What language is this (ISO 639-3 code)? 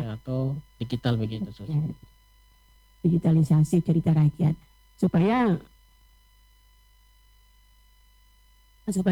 ind